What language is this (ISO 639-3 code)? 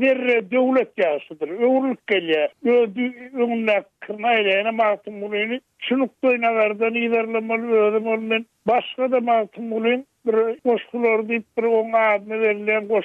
tuk